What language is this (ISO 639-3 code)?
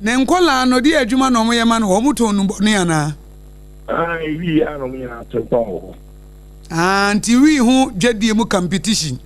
aka